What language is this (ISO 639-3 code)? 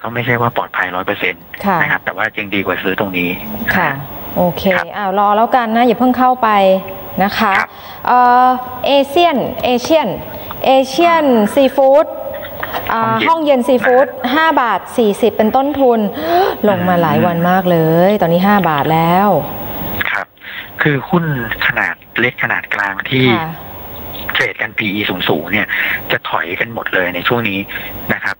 tha